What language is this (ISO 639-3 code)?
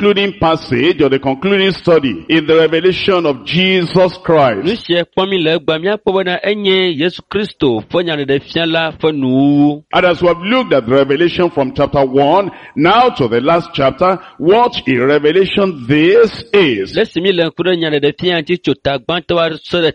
ewe